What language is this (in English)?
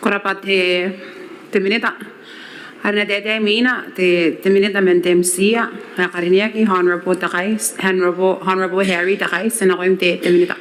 Gilbertese